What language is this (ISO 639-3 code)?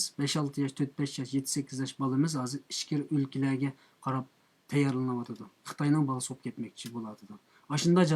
uig